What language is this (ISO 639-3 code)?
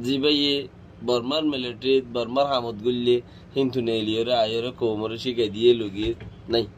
rhg